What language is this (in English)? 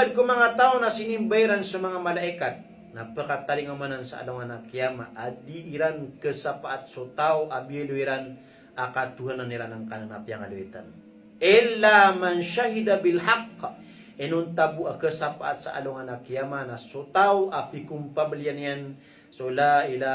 Maranao